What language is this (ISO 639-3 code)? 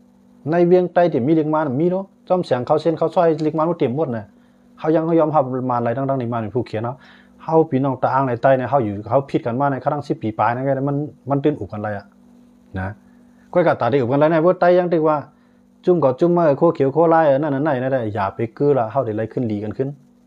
shn